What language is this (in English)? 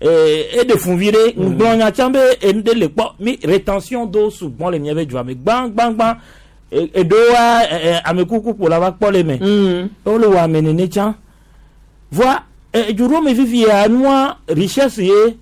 Gen